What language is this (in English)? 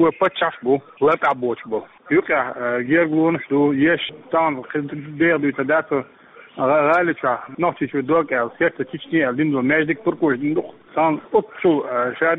Chechen